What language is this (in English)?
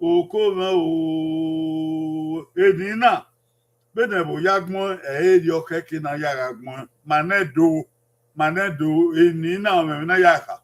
Bini